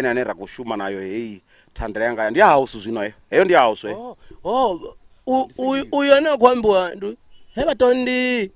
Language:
Venda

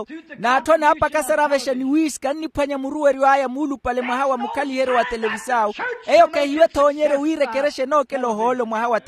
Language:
Makhuwa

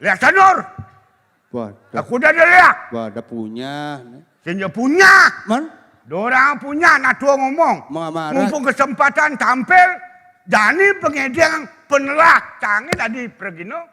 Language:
Balinese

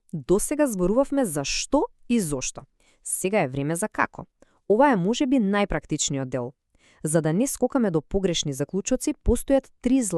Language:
Macedonian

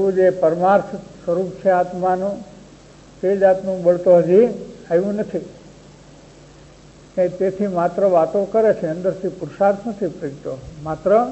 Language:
Gujarati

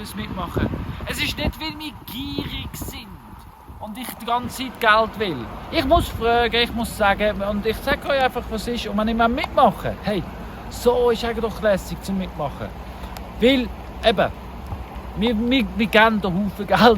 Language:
Swiss German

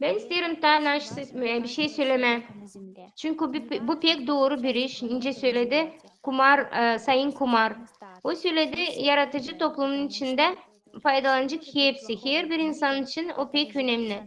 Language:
Gagauz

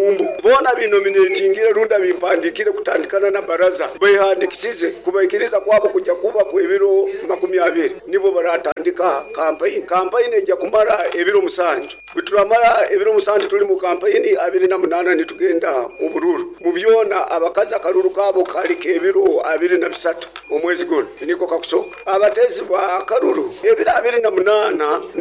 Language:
Nyoro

